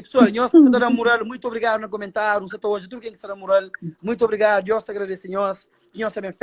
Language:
Kabuverdianu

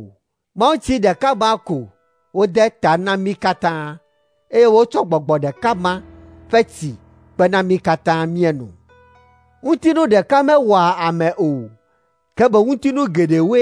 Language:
Ewe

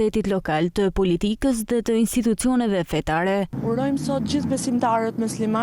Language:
Albanian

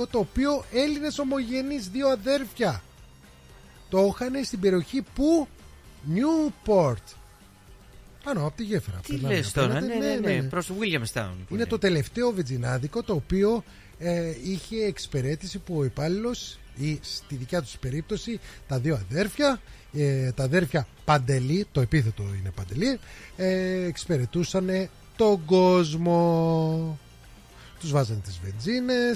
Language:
Greek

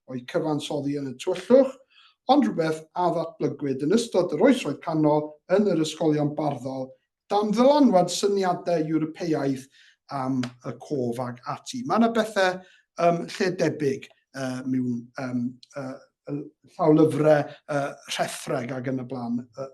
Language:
Welsh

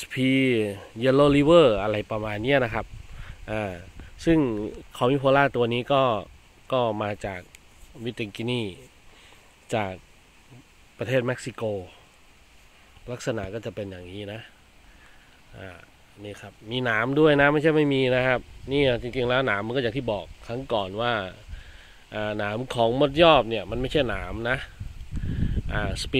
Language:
Thai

